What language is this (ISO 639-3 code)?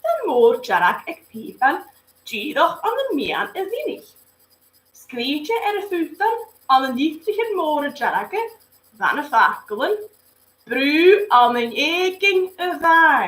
gla